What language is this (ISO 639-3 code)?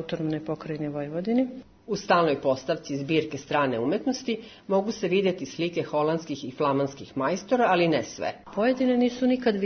srp